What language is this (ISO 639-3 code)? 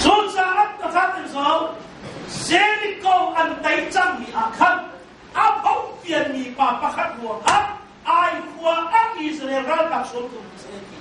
cnh